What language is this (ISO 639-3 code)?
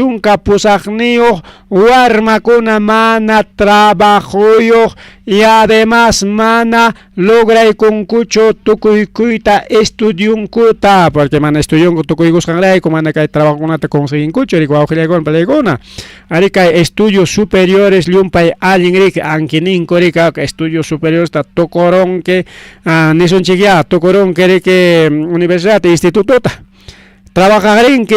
quy